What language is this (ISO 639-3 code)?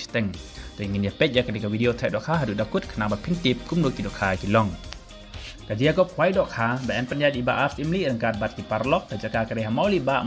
kha